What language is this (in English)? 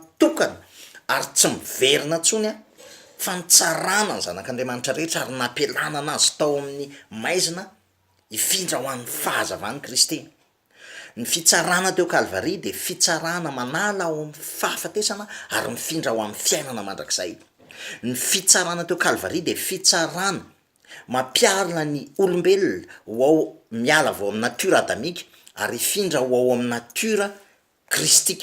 Malagasy